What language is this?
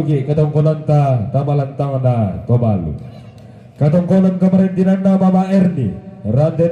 Toraja-Sa'dan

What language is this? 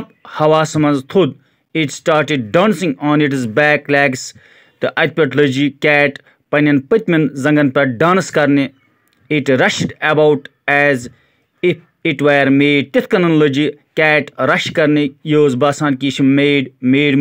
Kashmiri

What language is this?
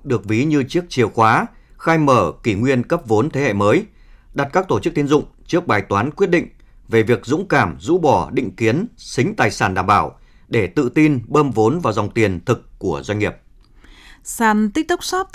Vietnamese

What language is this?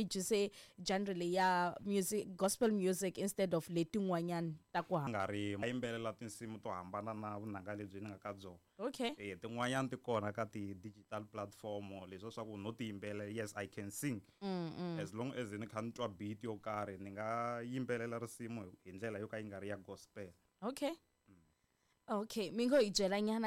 Tsonga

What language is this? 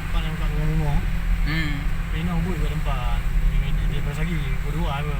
Achinese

